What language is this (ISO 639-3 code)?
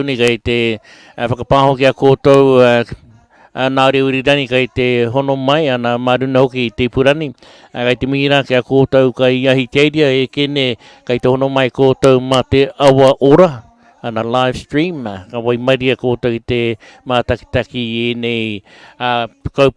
mri